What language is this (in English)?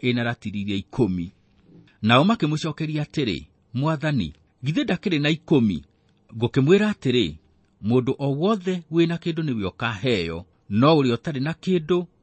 Kikuyu